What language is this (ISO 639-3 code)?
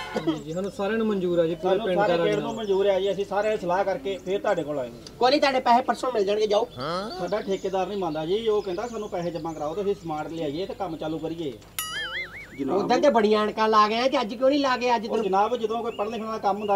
pan